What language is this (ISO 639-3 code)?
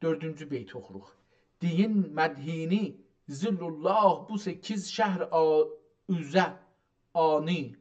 azb